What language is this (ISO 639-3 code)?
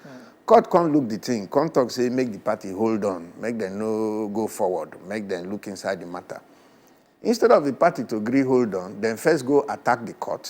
pcm